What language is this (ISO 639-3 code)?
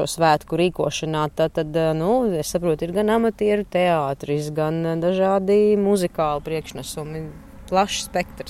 lav